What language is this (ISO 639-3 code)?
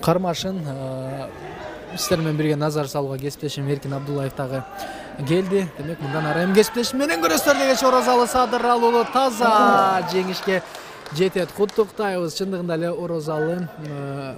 kir